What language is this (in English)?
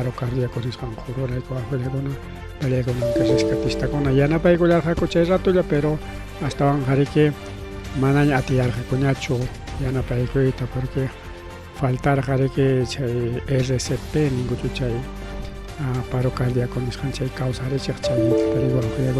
Ayacucho Quechua